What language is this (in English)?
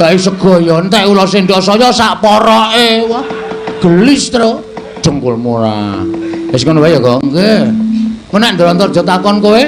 Javanese